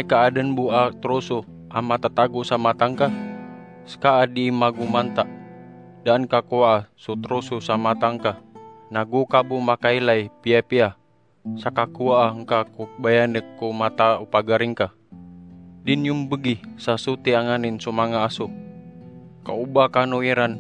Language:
Maranao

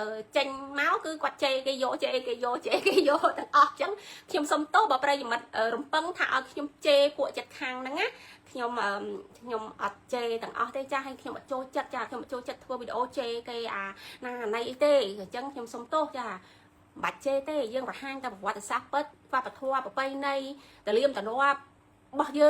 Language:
Khmer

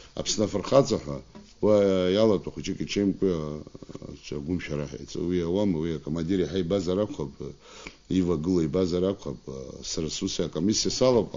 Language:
Abkhazian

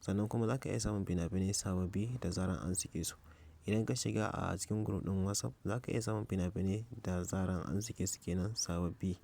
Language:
Hausa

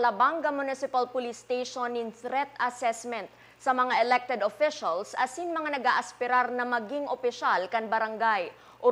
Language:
Bikol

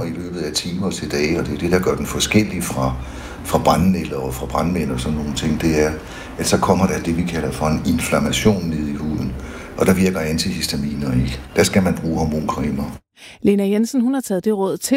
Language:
Danish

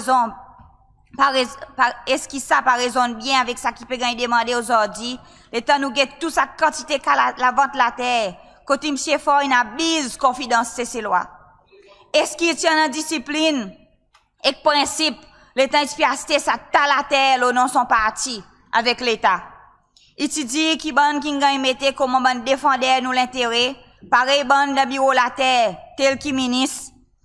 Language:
Seselwa Creole French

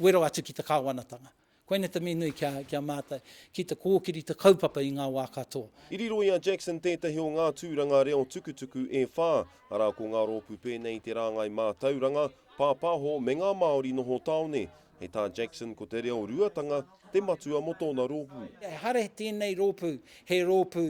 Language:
Māori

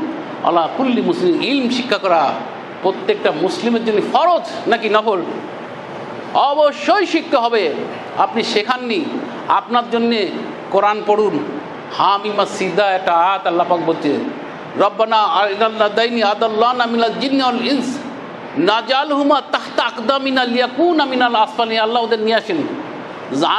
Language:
Bangla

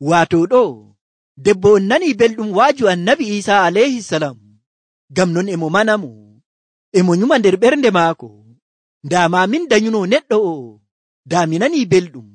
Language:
Nigerian Fulfulde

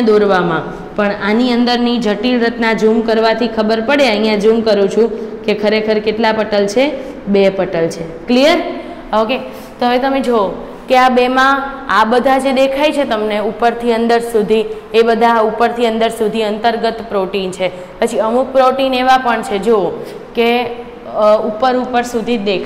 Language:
Gujarati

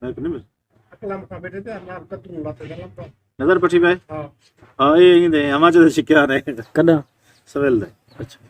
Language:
Saraiki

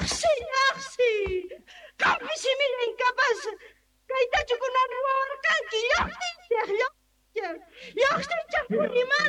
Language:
Quechua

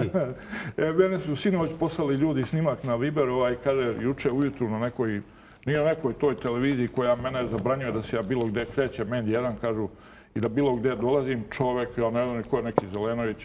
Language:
Serbian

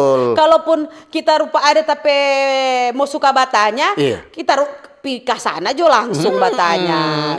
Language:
Manado Malay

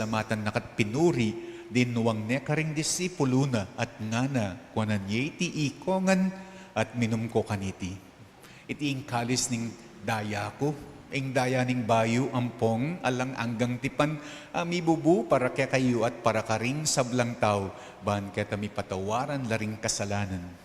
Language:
Pampanga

